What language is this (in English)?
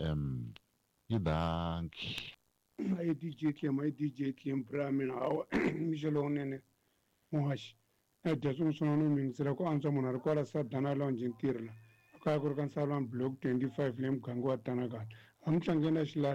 Tsonga